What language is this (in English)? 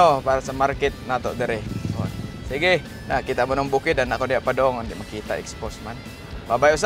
Cebuano